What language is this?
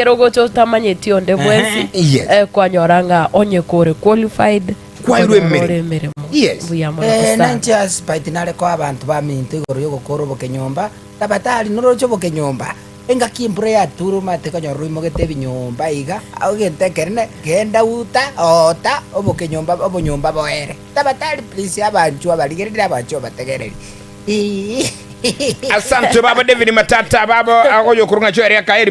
Gusii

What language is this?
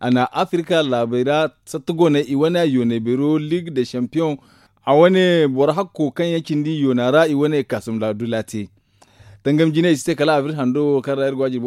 Zarma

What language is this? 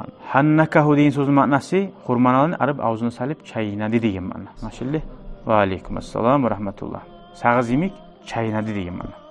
Kumyk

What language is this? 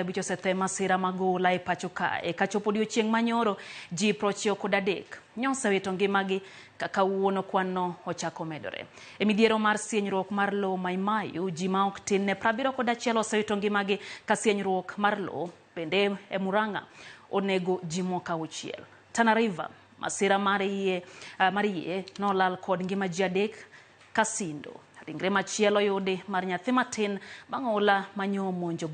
Luo (Kenya and Tanzania)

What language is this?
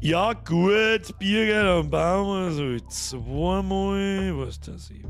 Bavarian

